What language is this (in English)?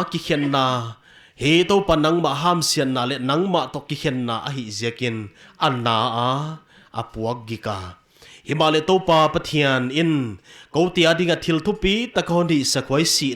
Paite Chin